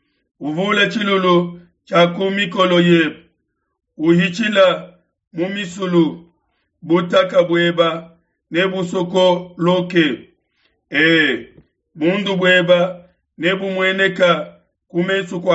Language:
Luba-Lulua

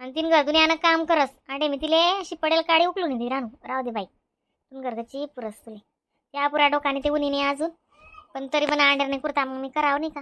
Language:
Khandesi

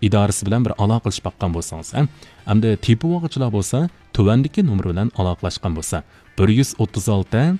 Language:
Uyghur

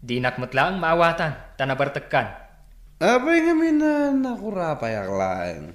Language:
Iloko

